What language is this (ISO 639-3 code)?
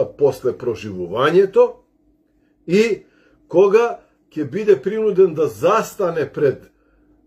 mkd